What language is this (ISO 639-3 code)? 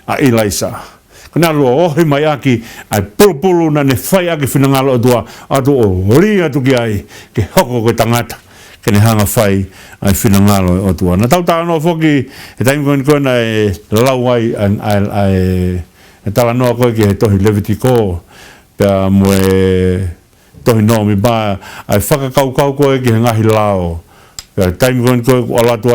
ton